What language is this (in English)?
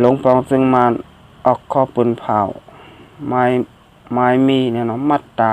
Shan